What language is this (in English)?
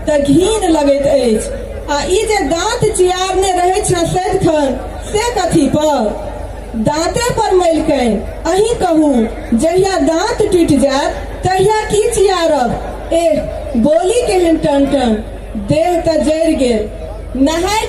Maithili